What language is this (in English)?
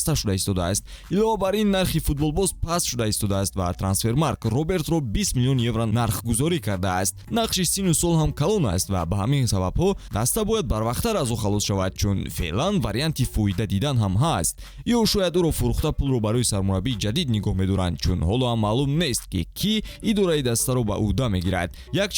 Tajik